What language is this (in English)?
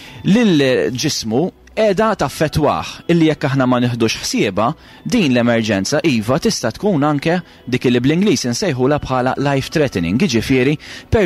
Maltese